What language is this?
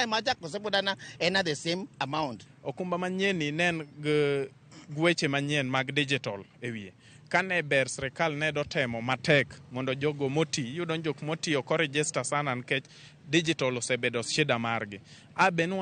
Luo (Kenya and Tanzania)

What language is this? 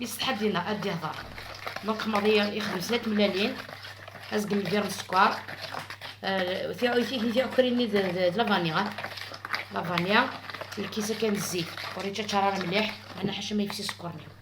Algerian Arabic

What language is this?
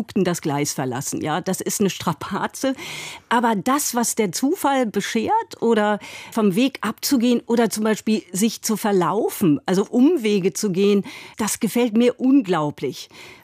German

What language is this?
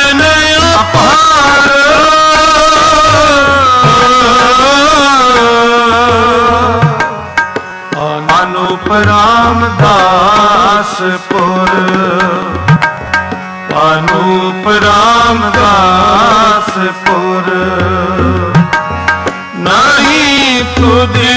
Punjabi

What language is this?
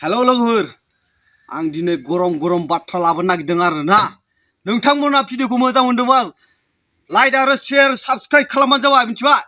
Bodo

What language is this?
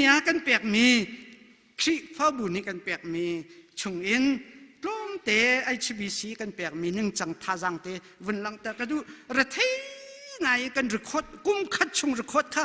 Hakha Chin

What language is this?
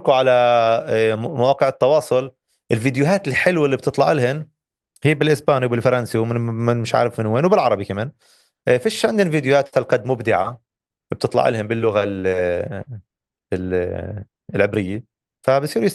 North Levantine Arabic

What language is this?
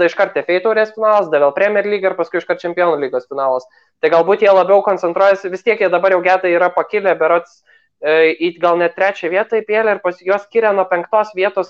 Lithuanian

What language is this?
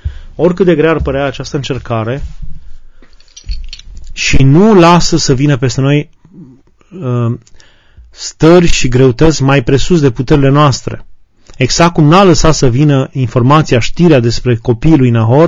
Romanian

